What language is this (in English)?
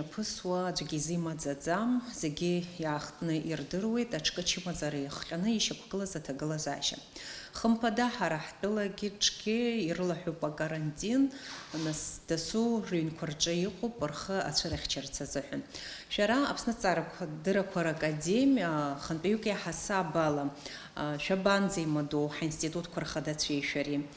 Abkhazian